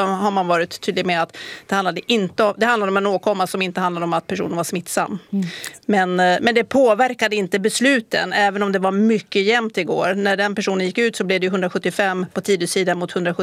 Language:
Swedish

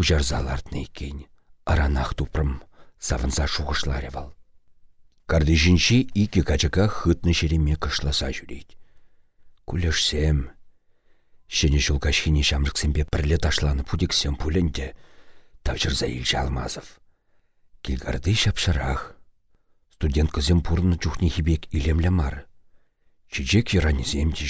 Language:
Chuvash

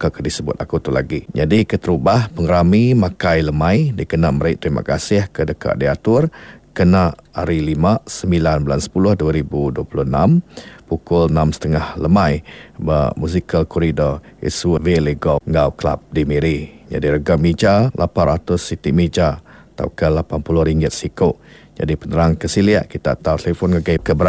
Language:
Iban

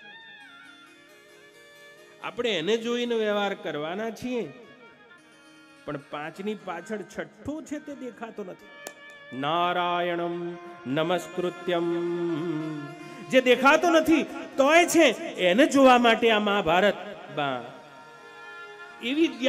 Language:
Gujarati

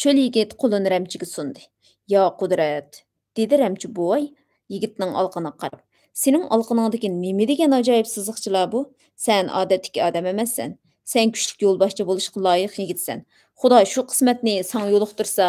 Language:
Uyghur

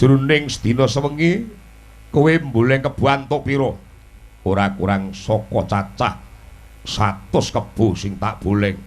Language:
Javanese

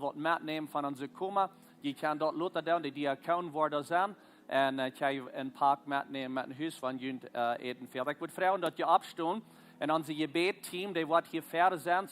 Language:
Plautdietsch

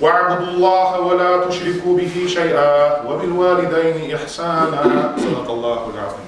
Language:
Kumyk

